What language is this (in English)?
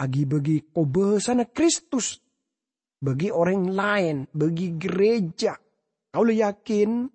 Madurese